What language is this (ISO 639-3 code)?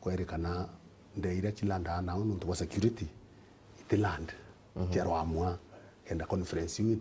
mer